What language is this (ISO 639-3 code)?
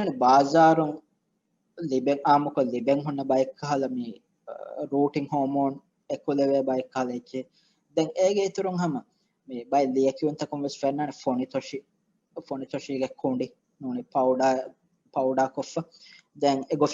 div